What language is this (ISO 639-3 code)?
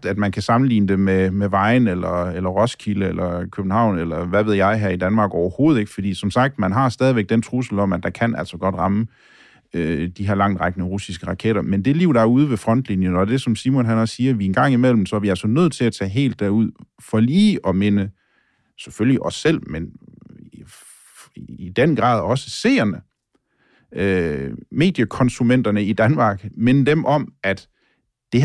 dan